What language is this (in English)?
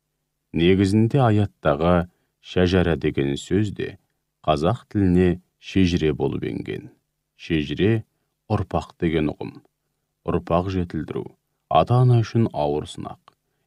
Kazakh